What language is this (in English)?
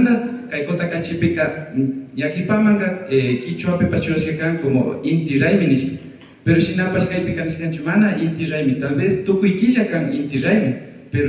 Imbabura Highland Quichua